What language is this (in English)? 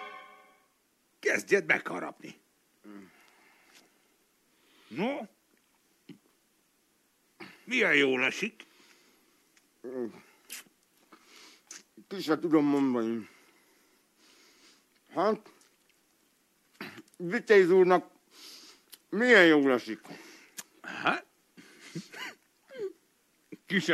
Hungarian